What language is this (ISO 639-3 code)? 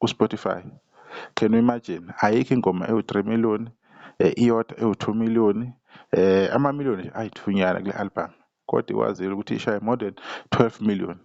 zul